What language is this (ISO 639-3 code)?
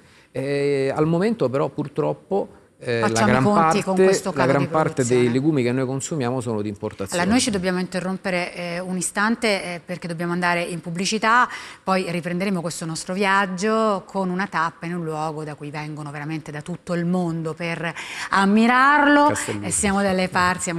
ita